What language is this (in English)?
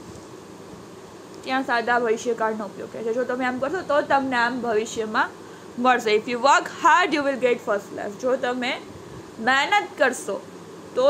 Gujarati